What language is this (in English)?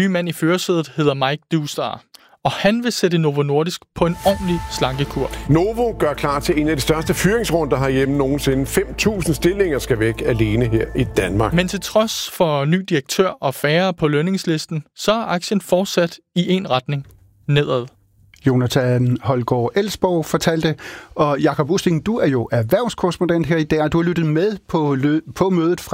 Danish